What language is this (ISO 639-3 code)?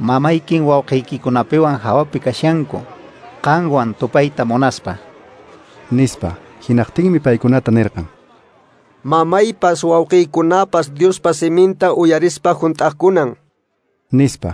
que